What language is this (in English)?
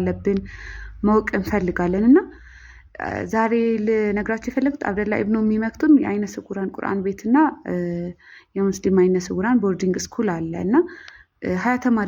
Amharic